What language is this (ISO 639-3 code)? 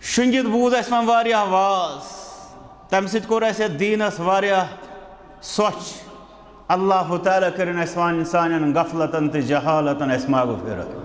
kas